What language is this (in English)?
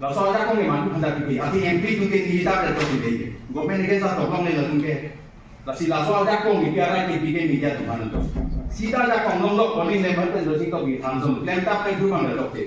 Karbi